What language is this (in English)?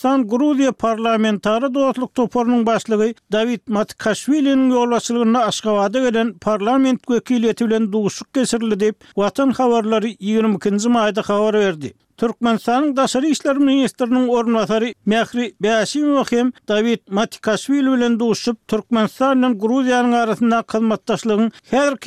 Turkmen